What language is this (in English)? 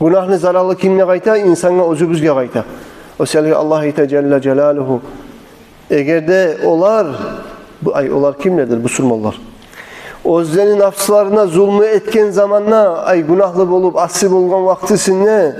Kumyk